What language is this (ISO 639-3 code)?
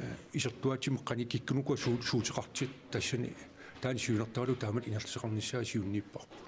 kal